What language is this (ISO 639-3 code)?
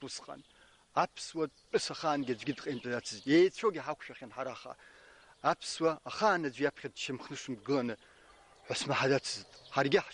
abk